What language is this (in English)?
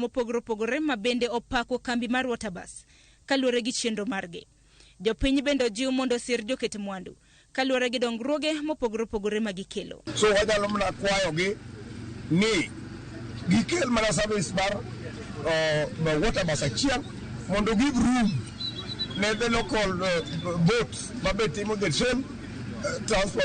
Luo (Kenya and Tanzania)